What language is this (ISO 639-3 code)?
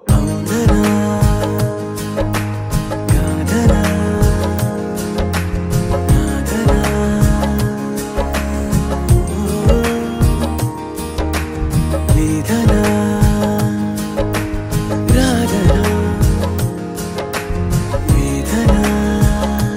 tel